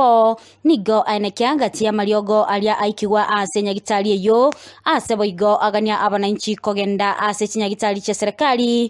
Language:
Gusii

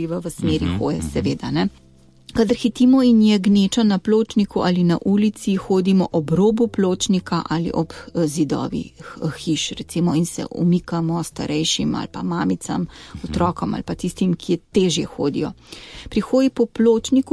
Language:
Slovenian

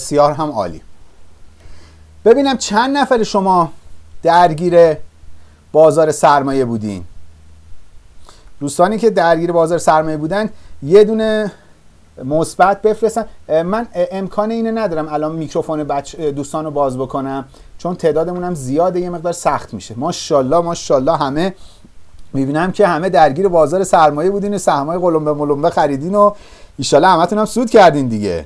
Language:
Persian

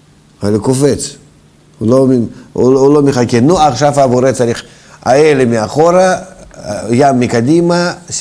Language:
Hebrew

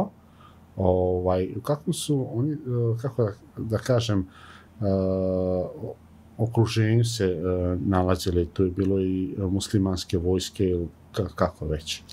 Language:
Bosnian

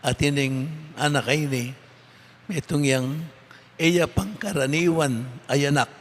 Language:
Pampanga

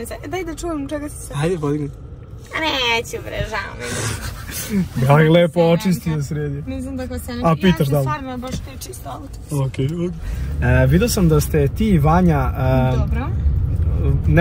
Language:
Serbian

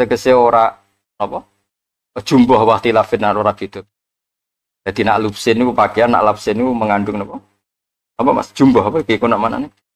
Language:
Javanese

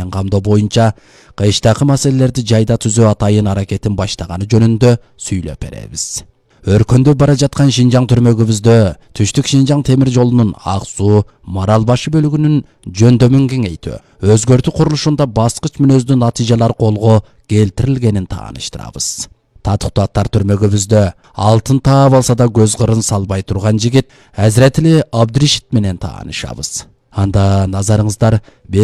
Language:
Kyrgyz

